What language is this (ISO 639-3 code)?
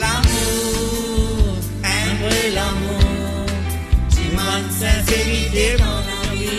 mfe